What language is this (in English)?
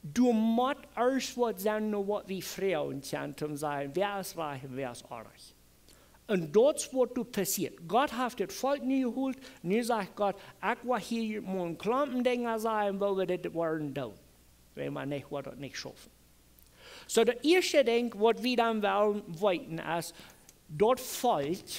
Plautdietsch